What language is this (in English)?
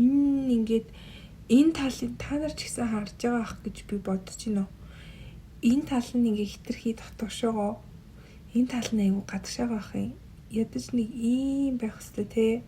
Mongolian